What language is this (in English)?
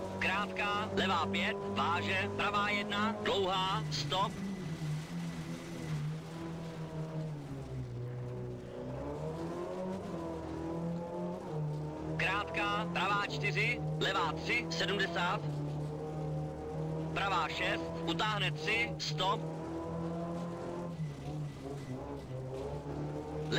Czech